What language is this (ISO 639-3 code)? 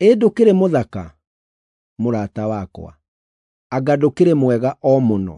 kik